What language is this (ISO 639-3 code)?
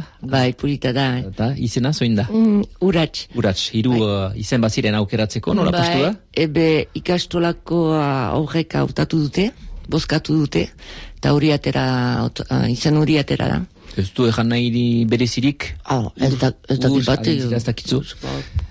eus